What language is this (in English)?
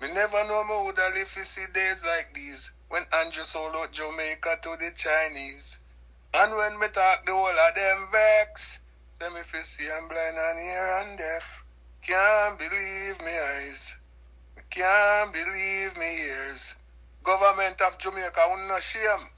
Jamaican Creole English